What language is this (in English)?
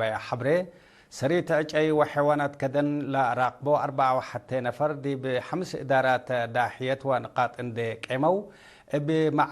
Tigre